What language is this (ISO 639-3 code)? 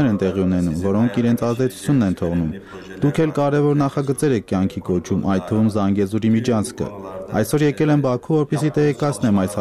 hye